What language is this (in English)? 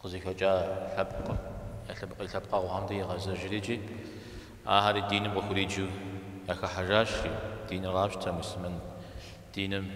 Kabardian